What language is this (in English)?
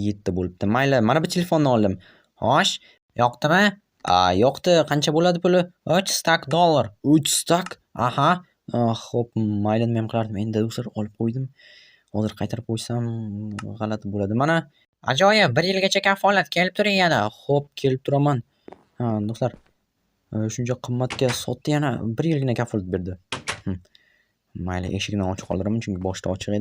Uzbek